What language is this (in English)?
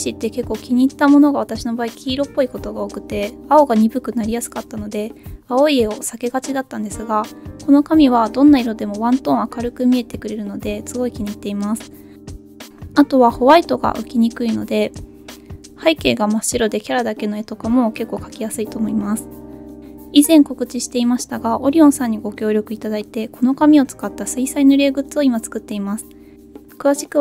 Japanese